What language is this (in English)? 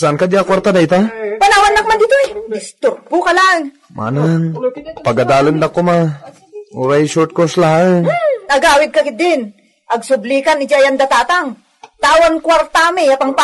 Iloko